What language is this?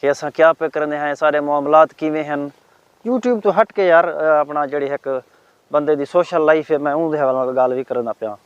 Saraiki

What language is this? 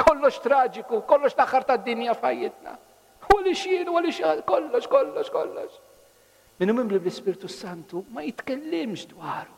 Maltese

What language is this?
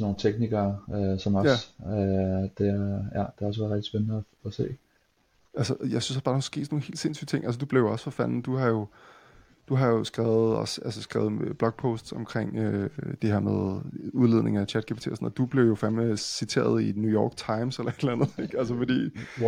Danish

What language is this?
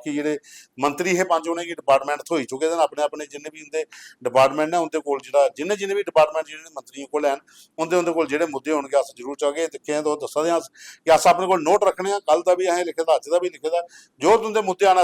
Dogri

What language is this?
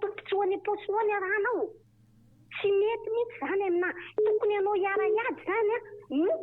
Malagasy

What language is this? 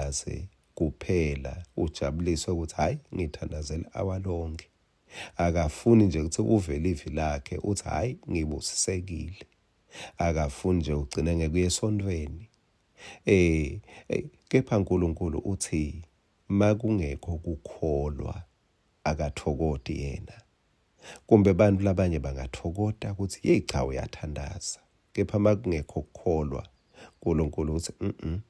Swati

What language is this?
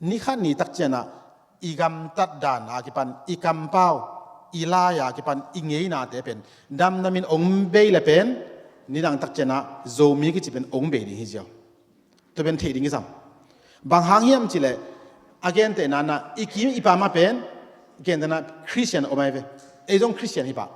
Tedim Chin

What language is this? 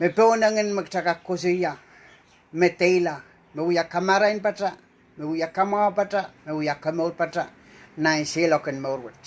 Pohnpeian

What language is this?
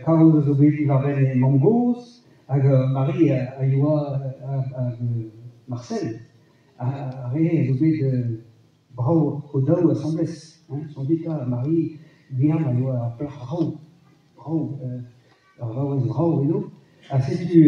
Breton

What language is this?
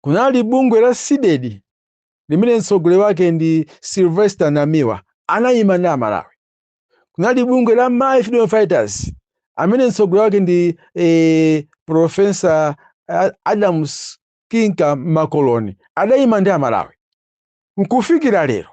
Nyanja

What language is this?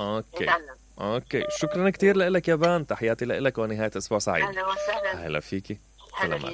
Mesopotamian Arabic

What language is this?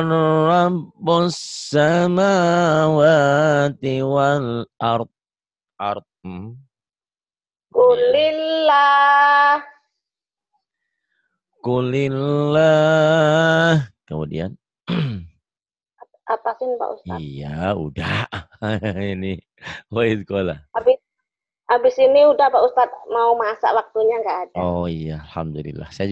Indonesian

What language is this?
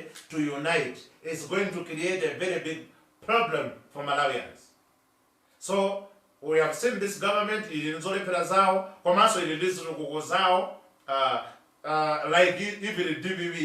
Nyanja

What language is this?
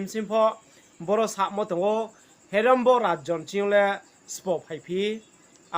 Riang (India)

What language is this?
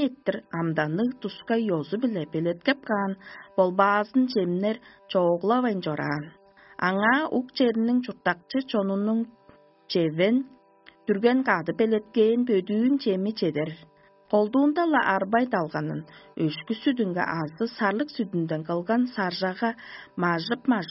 Tuvinian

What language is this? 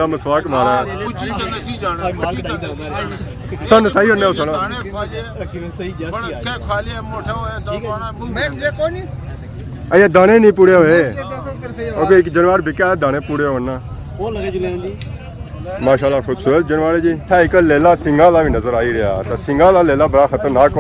Pahari-Potwari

